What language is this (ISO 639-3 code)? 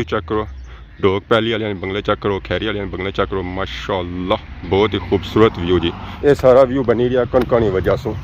phr